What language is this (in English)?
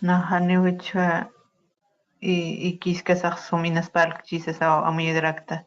Aymara